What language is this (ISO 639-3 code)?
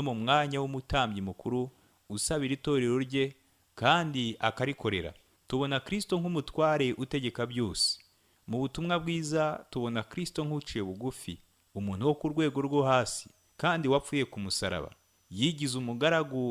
kin